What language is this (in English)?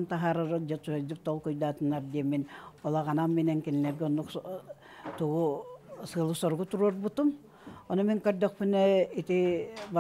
Yakut